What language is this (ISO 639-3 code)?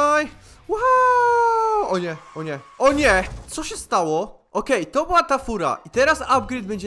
pol